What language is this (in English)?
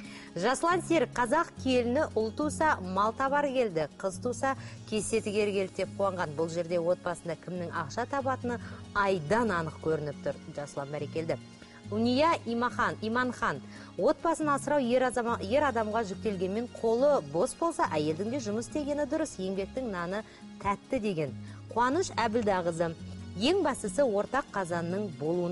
Kazakh